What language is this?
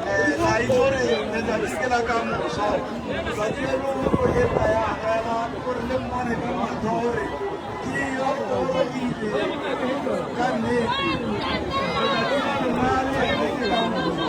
Tswana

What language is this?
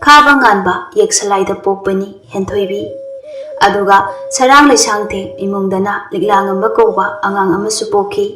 Manipuri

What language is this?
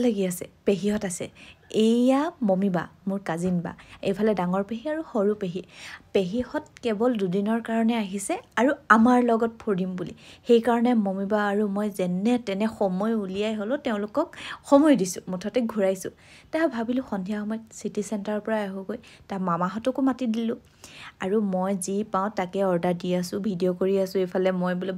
Assamese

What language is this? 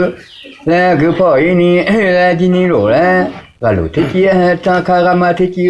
Akha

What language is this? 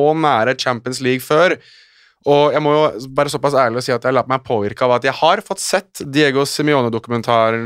Norwegian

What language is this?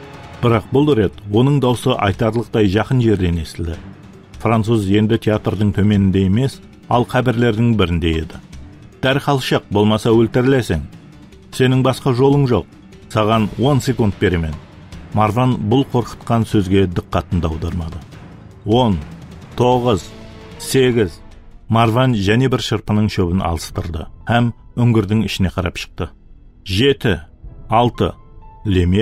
Kara-Kalpak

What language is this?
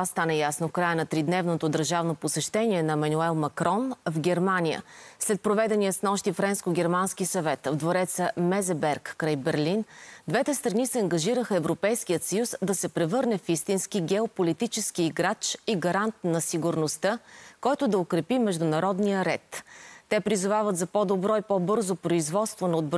Bulgarian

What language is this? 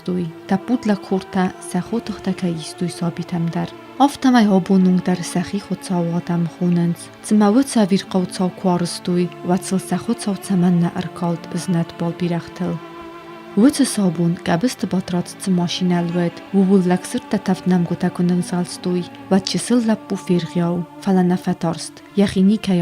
Ossetic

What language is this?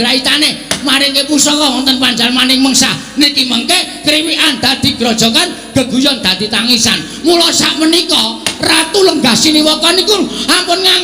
Javanese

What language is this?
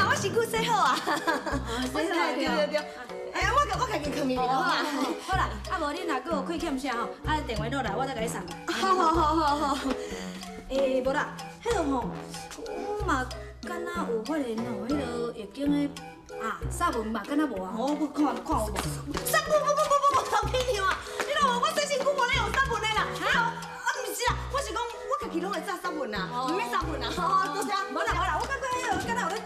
Min Nan Chinese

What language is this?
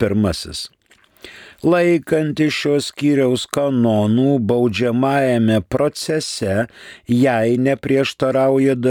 Lithuanian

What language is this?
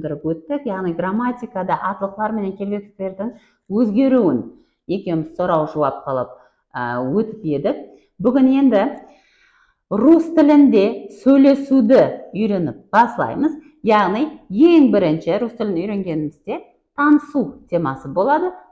Kara-Kalpak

